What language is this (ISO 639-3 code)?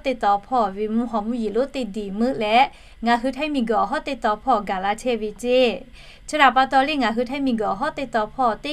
lhu